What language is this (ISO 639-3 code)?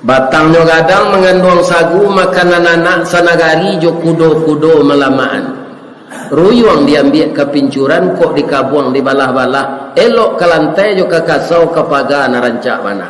min